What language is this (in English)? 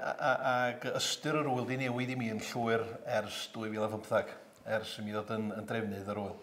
Welsh